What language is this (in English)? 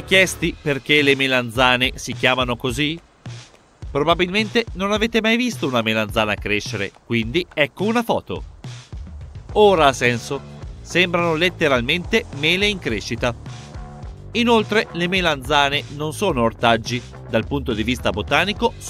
Italian